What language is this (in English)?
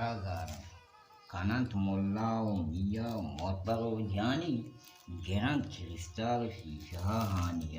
Baluchi